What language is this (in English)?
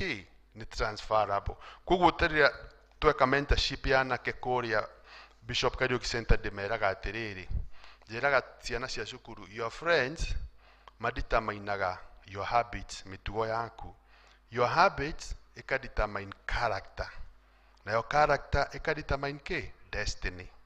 Kikuyu